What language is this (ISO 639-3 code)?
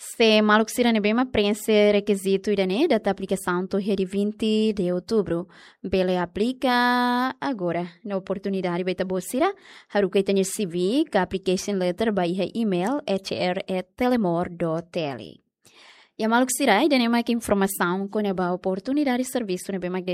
tet